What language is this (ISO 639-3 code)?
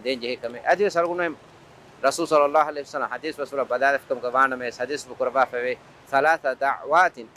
div